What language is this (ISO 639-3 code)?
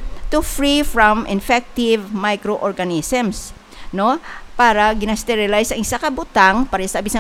hil